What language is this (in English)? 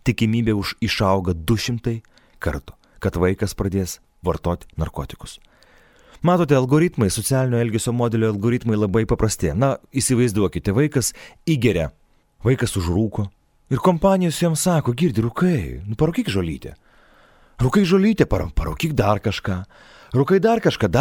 Lithuanian